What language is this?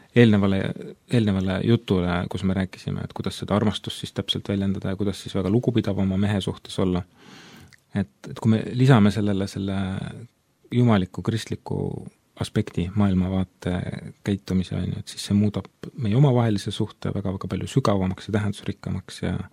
Estonian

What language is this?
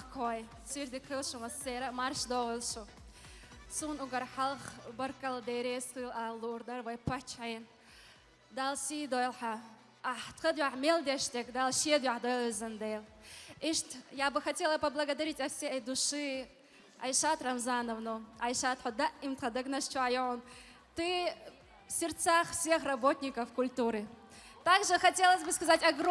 Chechen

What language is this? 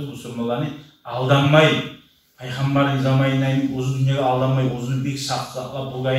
Kumyk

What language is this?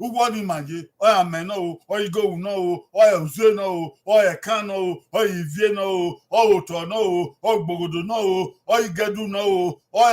Bini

